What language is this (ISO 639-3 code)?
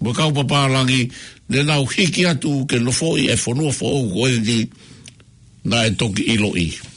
ton